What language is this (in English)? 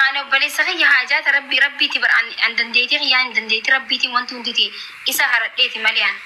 Oromo